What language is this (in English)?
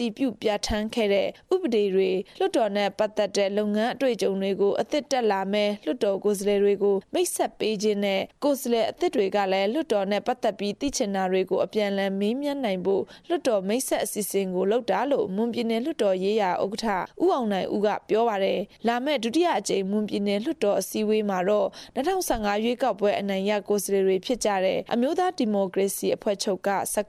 Burmese